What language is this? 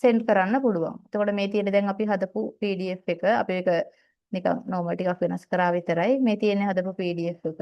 Sinhala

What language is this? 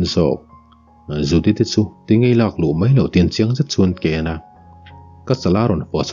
Mizo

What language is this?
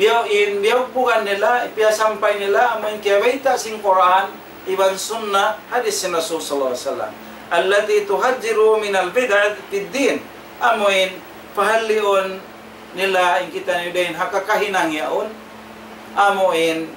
Tausug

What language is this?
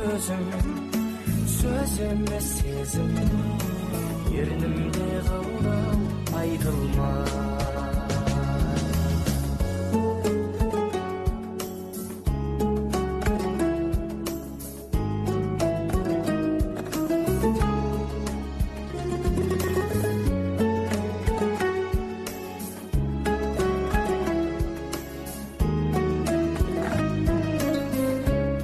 Kazakh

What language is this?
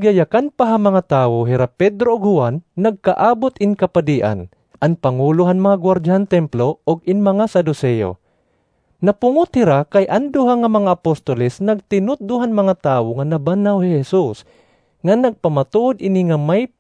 Waray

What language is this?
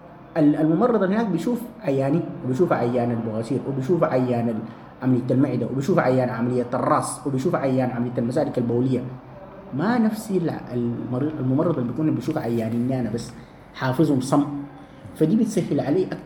Sudanese Arabic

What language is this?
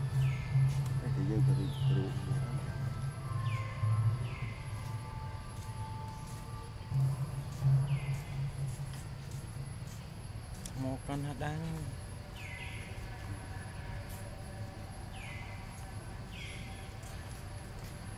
Vietnamese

